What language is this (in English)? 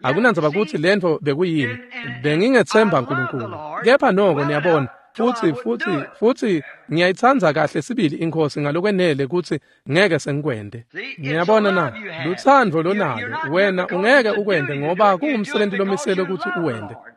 Swati